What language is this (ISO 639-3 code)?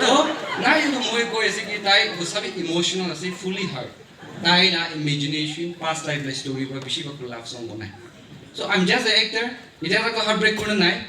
nag